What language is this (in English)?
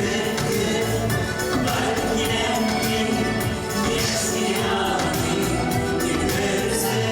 Tatar